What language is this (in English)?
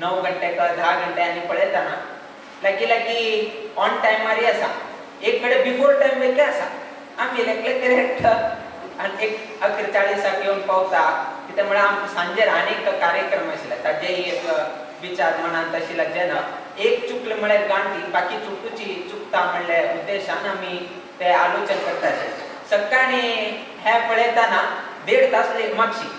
Konkani